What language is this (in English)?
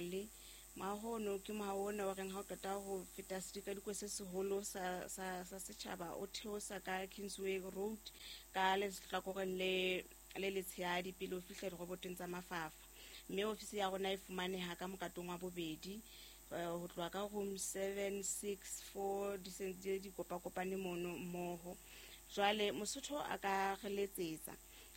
Southern Sotho